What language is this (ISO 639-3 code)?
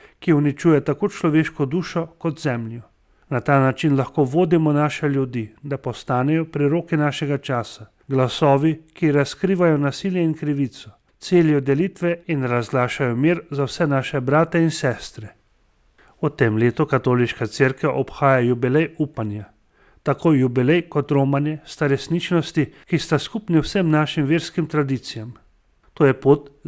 slv